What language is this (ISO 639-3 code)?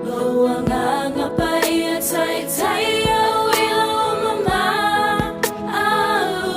smo